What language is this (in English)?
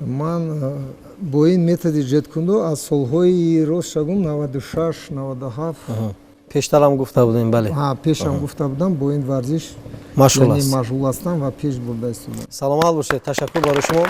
Tajik